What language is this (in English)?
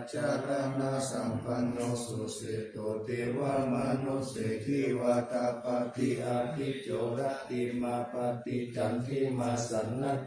Pali